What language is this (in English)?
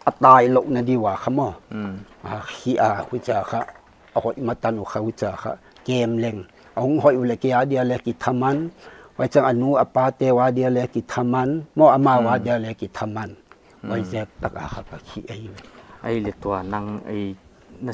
Paite Chin